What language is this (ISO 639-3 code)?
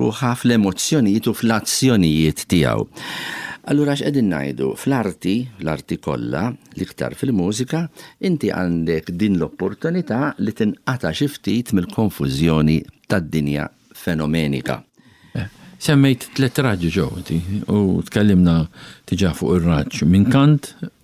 mlt